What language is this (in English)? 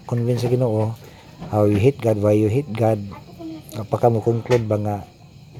Cebuano